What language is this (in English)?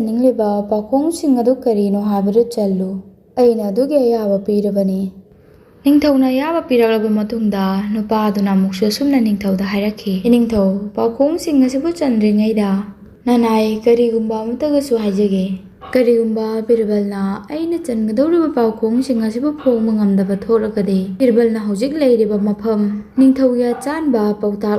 Manipuri